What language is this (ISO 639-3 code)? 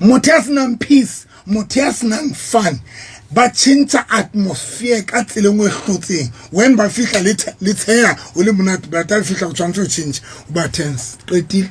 sot